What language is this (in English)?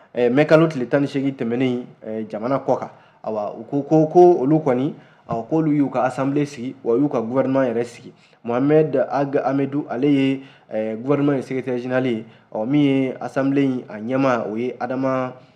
Bambara